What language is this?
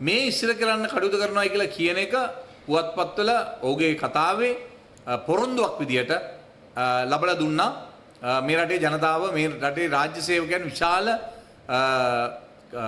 Sinhala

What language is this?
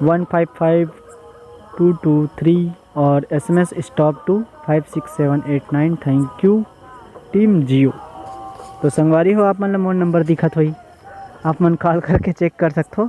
Chhattisgarhi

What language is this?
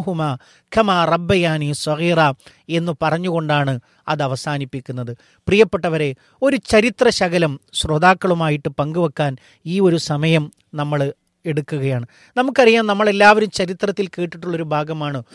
Malayalam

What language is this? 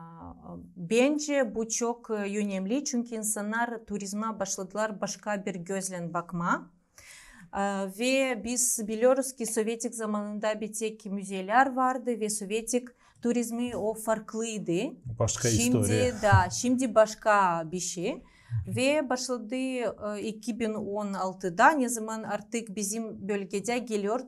Gagauz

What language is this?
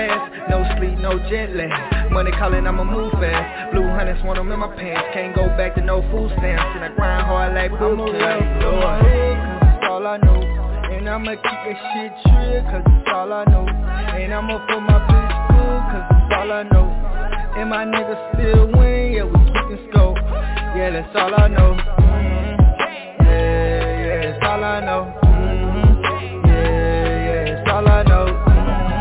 English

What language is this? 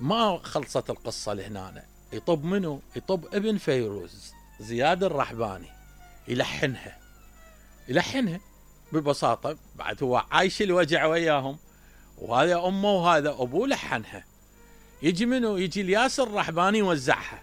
Mesopotamian Arabic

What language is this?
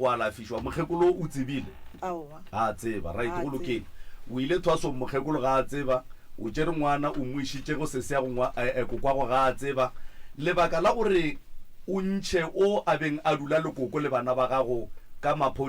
Northern Sotho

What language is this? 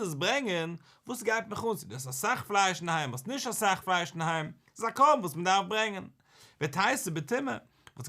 Yiddish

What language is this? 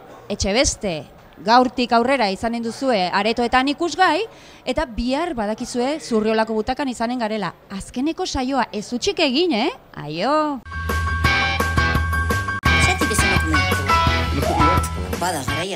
Basque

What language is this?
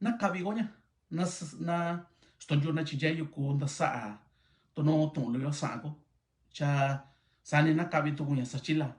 Mixtepec Mixtec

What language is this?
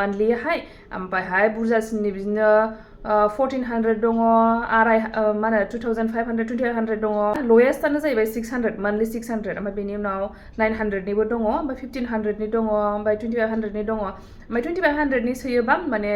Bodo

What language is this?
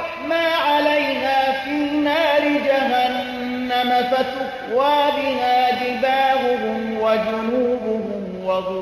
Persian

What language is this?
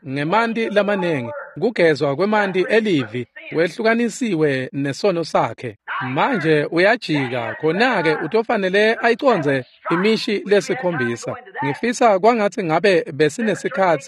Swati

